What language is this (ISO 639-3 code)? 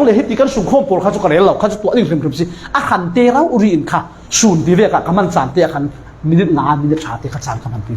cfm